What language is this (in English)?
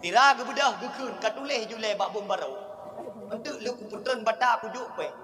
Achinese